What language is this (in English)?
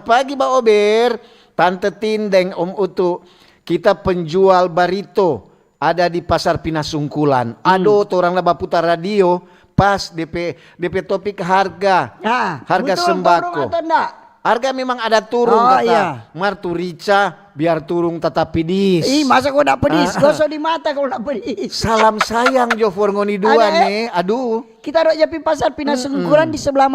Manado Malay